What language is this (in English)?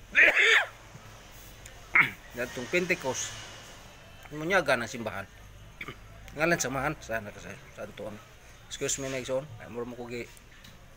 Cebuano